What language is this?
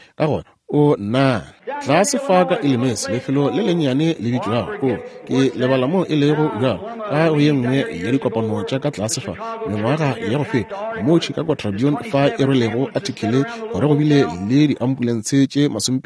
Northern Sotho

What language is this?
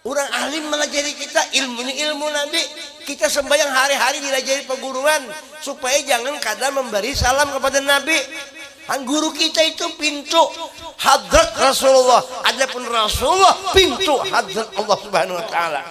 Banjar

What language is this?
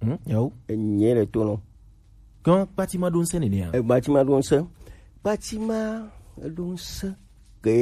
Gen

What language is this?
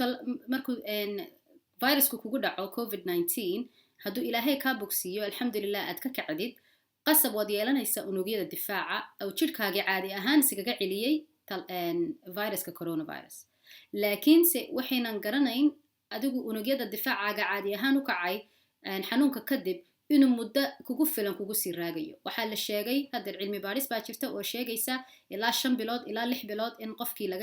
Somali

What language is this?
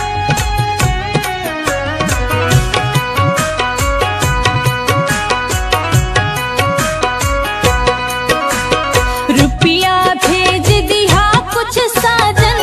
Bhojpuri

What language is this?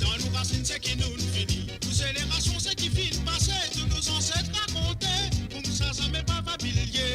Morisyen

